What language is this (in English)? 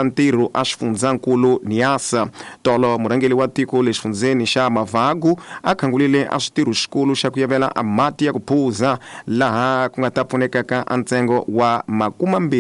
Tsonga